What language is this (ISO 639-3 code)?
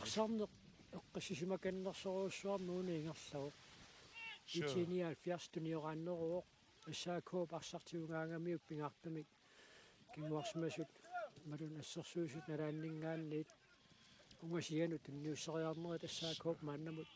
kal